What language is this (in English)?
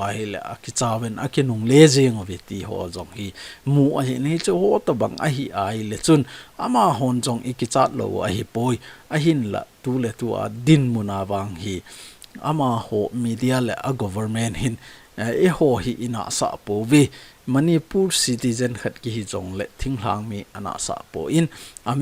Thado Chin